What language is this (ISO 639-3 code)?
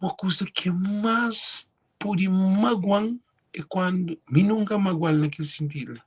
kea